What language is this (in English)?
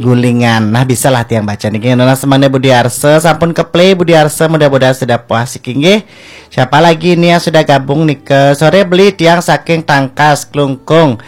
Balinese